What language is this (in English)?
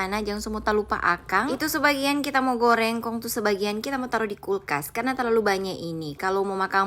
Manado Malay